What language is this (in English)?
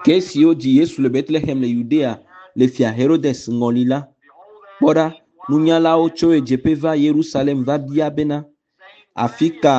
Ewe